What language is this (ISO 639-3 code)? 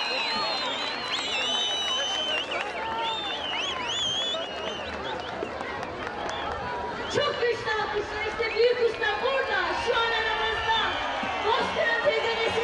tur